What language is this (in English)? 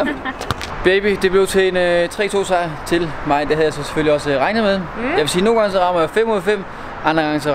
Danish